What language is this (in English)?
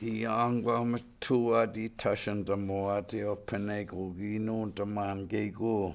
Chippewa